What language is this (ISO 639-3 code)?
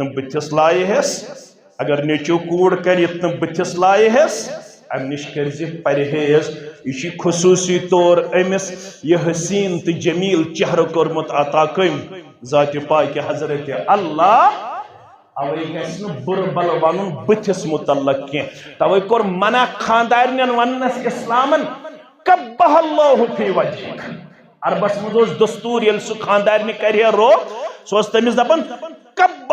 kas